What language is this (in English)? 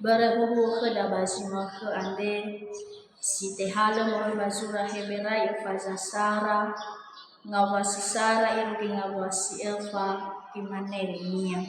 Nias